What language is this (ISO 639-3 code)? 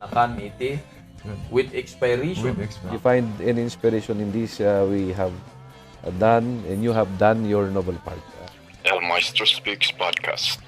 kne